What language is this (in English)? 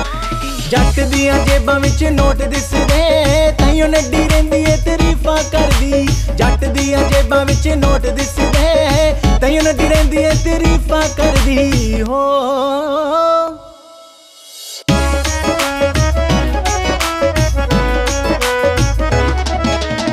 Punjabi